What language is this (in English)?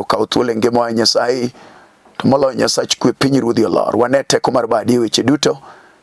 Luo (Kenya and Tanzania)